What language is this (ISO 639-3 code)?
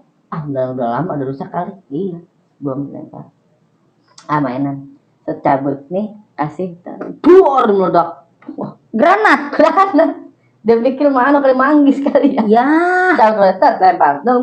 bew